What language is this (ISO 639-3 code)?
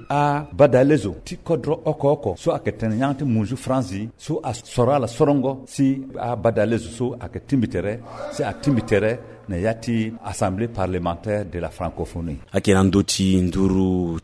sag